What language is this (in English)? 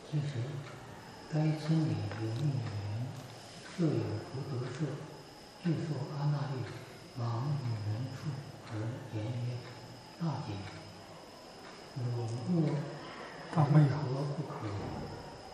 Chinese